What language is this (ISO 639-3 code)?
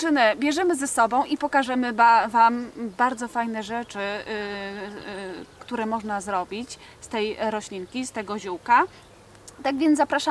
pol